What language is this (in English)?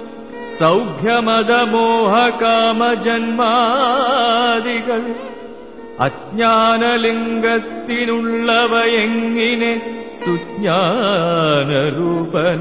Malayalam